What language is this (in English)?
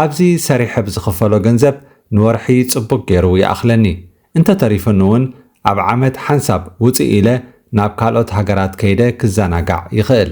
Tigrinya